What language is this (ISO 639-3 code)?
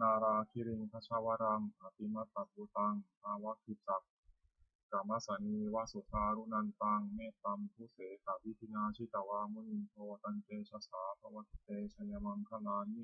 pli